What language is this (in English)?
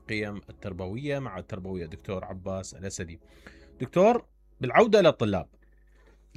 Mesopotamian Arabic